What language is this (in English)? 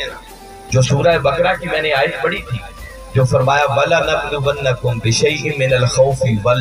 Urdu